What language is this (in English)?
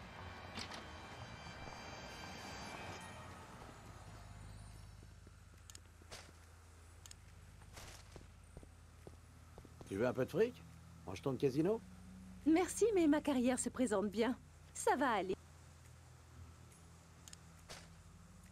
French